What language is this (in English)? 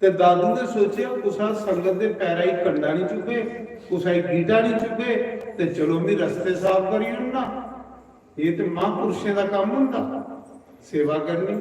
Dogri